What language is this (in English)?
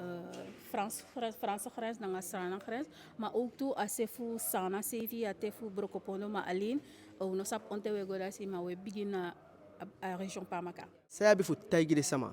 Eastern Maroon Creole